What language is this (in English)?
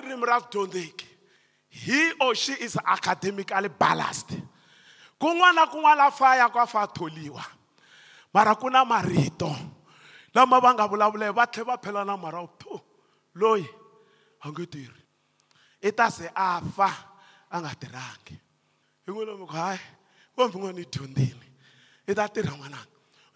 Tsonga